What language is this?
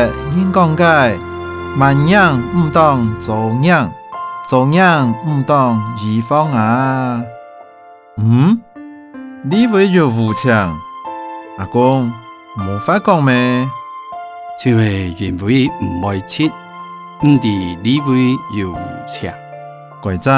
Hakka Chinese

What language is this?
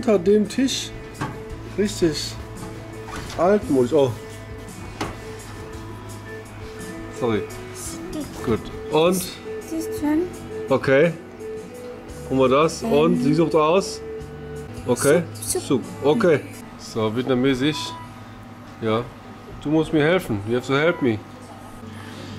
German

